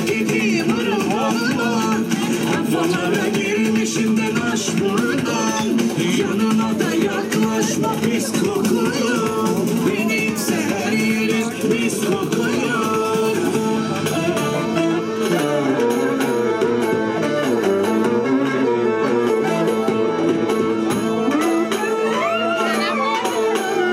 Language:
Turkish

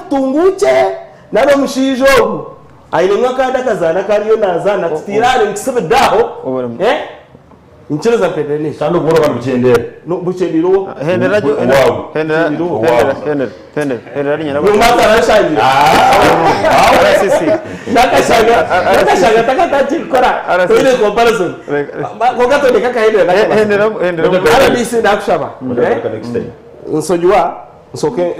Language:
Nyankole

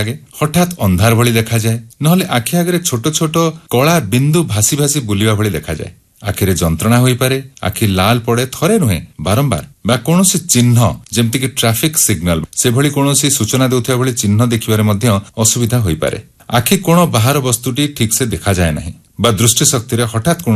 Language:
Odia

